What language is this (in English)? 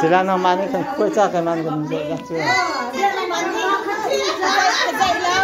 Hakha Chin